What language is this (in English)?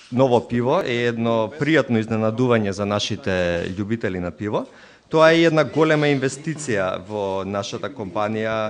Macedonian